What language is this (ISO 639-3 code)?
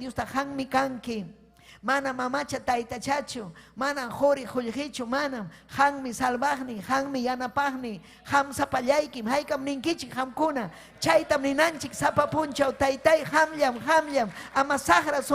quy